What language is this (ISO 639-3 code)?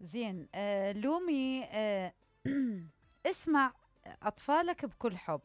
acm